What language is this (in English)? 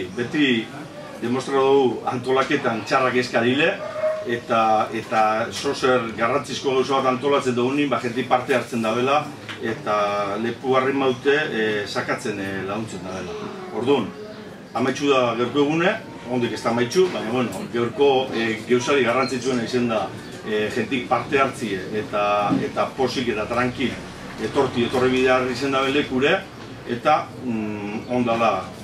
Basque